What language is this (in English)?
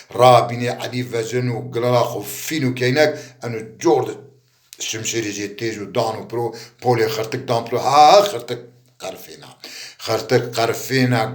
Zaza